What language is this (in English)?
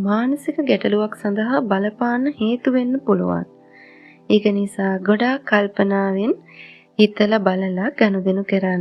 Sinhala